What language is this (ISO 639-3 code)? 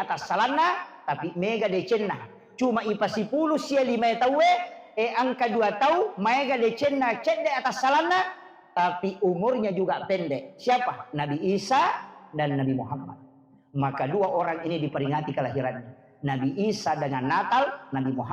bug